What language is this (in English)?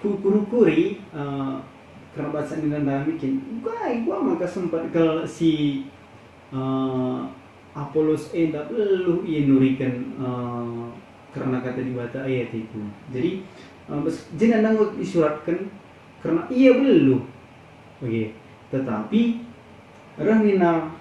Batak Karo